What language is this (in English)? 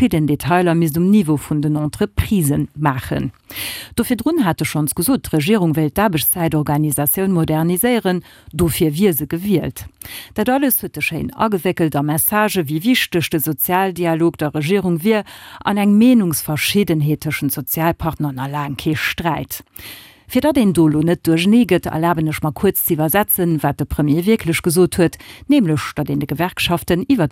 Luxembourgish